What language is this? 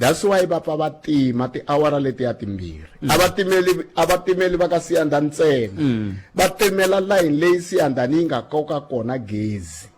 Tsonga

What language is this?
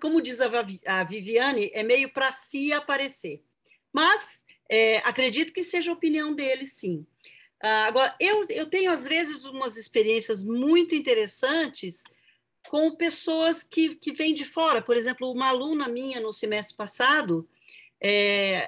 Portuguese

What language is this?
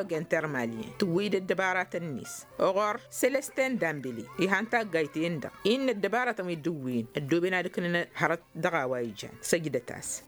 Tamasheq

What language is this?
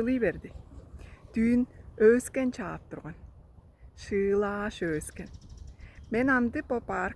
Tuvinian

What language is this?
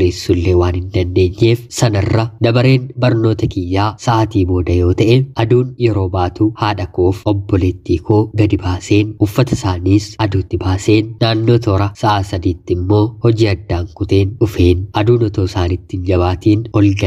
Oromo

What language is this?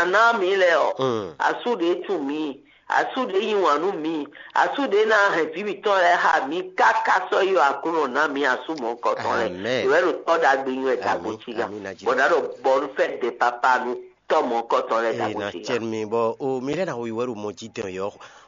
Fon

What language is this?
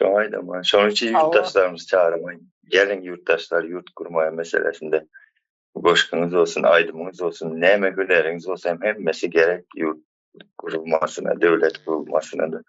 Turkmen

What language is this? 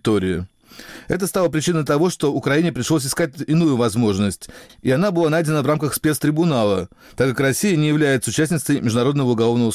Russian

